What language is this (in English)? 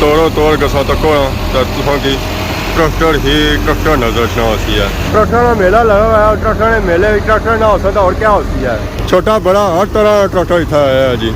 Pahari-Potwari